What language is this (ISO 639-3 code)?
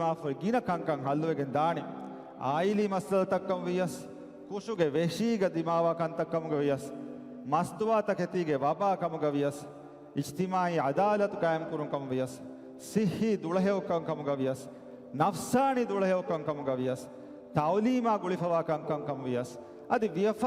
div